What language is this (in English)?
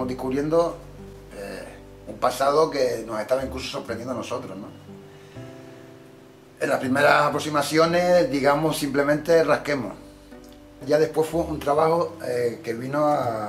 Spanish